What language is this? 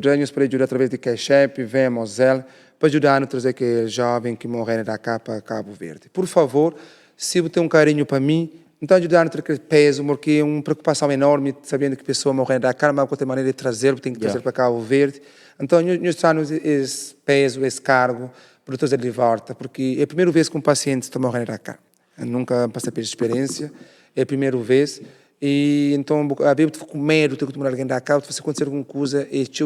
Kabuverdianu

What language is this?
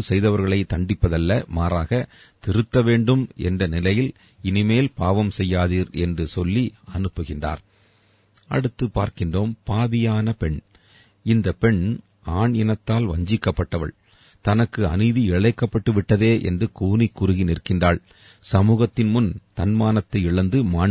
Tamil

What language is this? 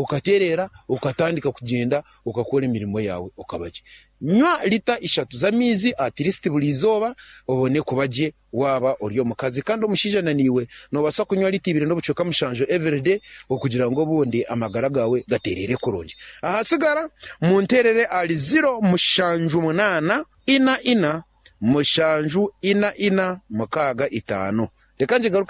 Nyankole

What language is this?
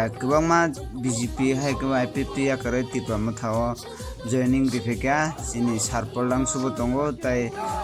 Kok Borok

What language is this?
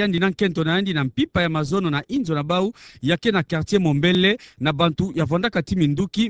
Kituba (Democratic Republic of Congo)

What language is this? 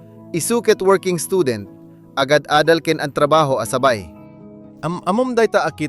Iloko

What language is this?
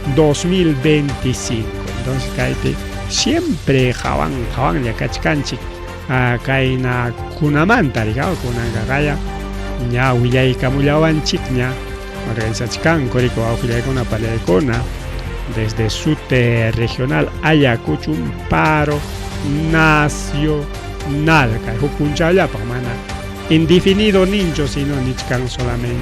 Ayacucho Quechua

